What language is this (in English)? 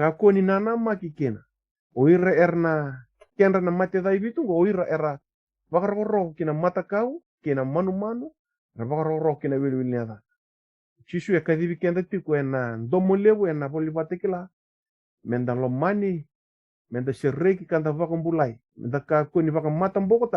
Fijian